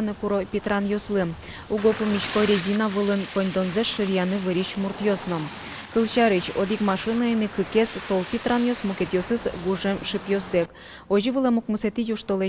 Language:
Udmurt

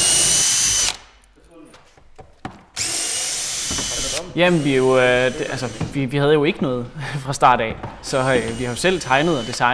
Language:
Danish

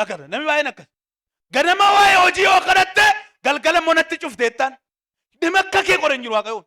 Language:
Oromo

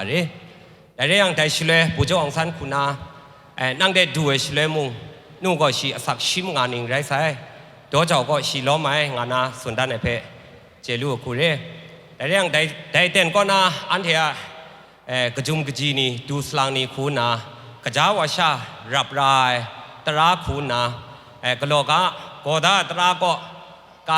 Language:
Kachin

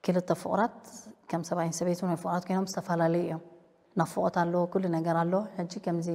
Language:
Tigrinya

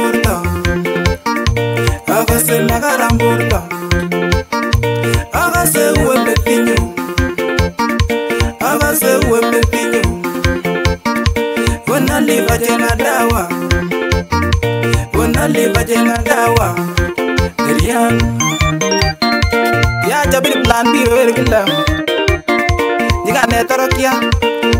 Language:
Swahili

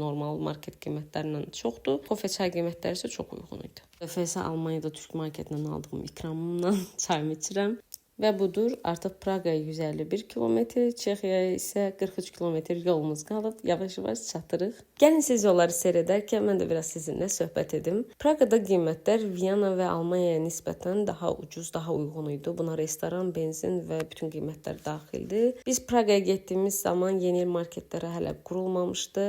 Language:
Azerbaijani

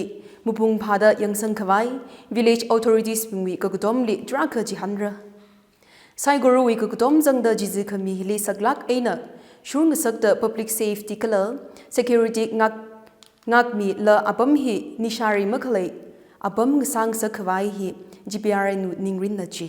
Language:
Tangkhul Naga (India)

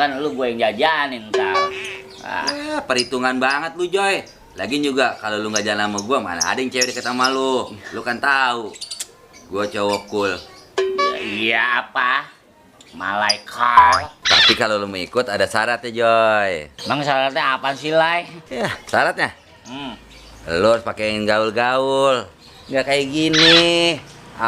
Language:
Betawi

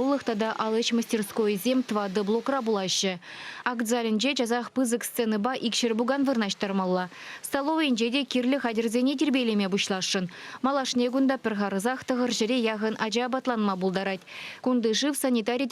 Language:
Chuvash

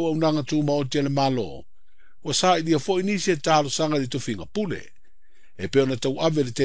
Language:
Samoan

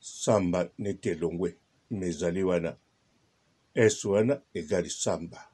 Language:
Lingala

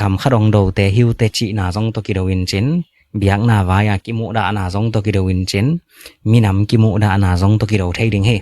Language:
Tedim Chin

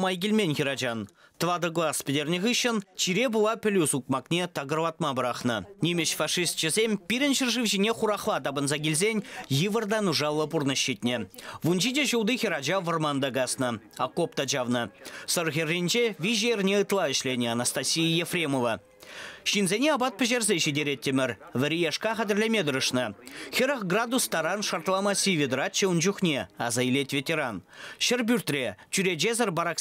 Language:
Chuvash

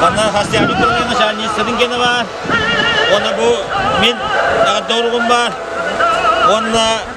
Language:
Yakut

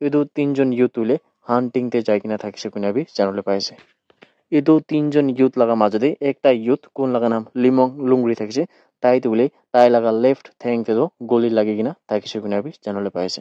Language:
Naga Pidgin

